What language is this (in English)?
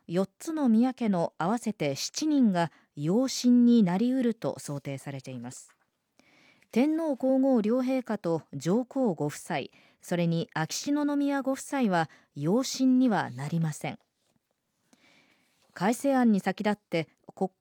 Japanese